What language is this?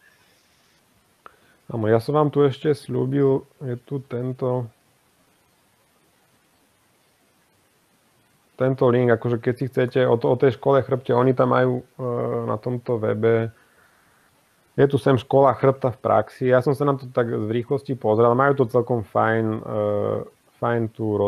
Slovak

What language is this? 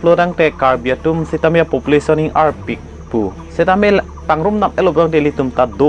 Karbi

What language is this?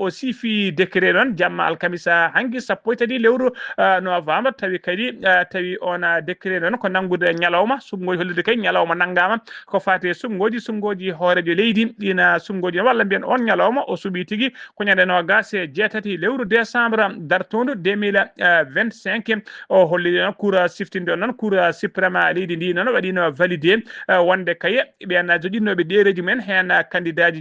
Fula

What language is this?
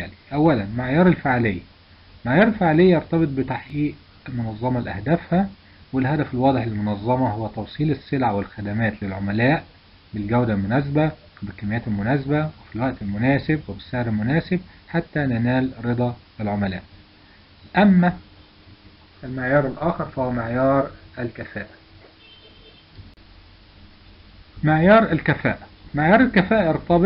Egyptian Arabic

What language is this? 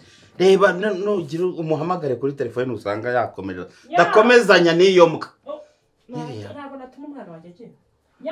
Kinyarwanda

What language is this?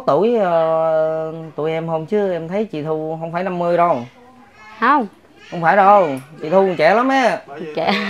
Vietnamese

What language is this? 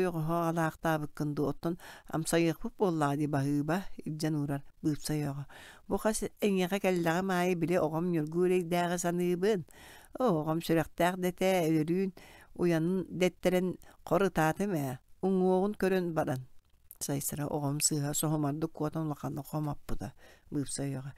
Yakut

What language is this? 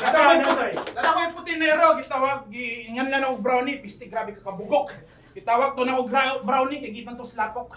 Cebuano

